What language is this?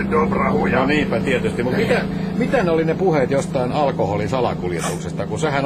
Finnish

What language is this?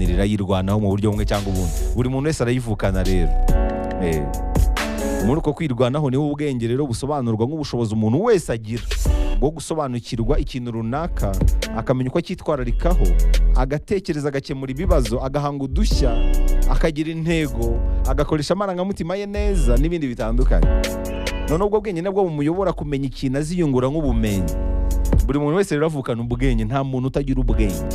Kinyarwanda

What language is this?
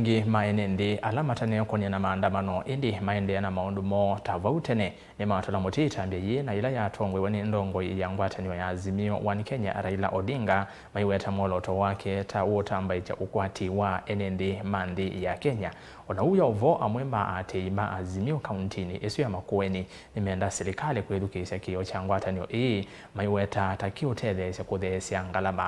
Kamba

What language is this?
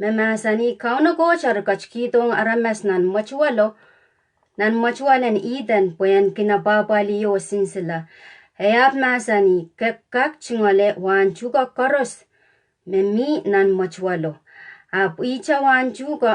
Pohnpeian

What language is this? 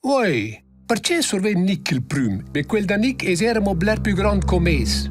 Romansh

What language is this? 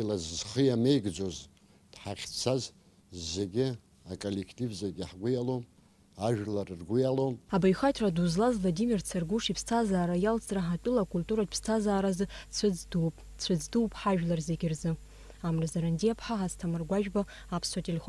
Abkhazian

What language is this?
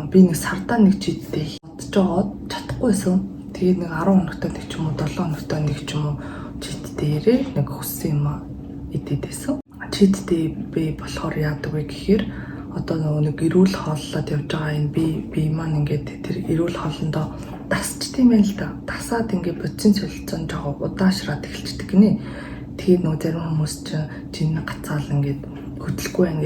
Mongolian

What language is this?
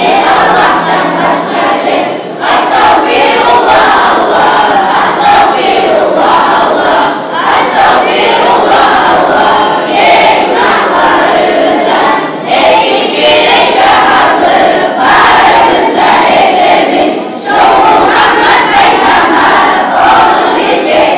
Kumyk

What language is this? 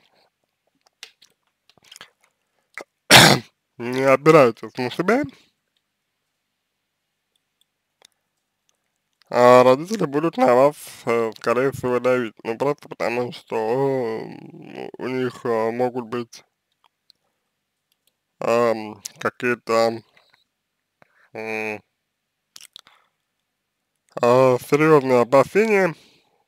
Russian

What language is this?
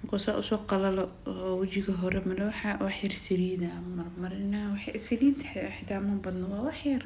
Somali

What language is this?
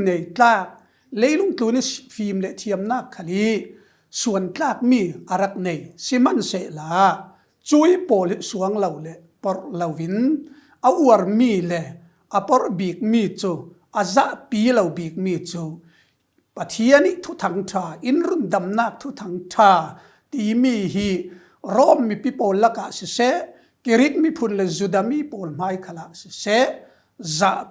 Falam Chin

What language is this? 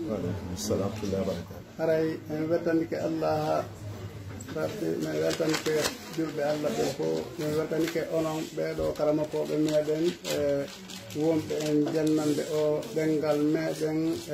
Pular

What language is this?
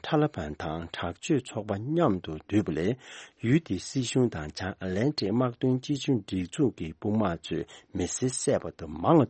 Tibetan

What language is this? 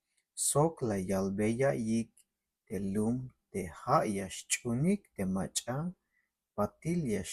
Tzeltal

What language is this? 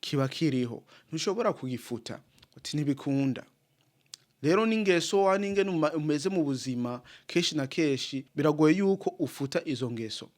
Rundi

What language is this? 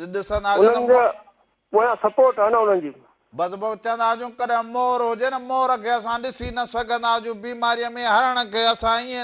Sindhi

